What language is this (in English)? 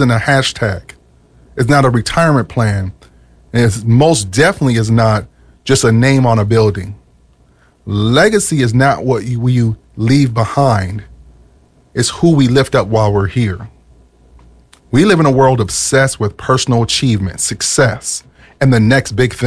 English